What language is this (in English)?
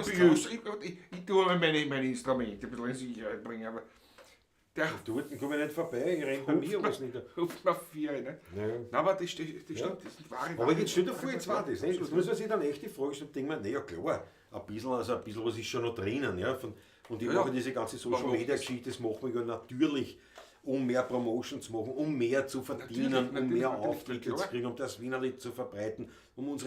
Bavarian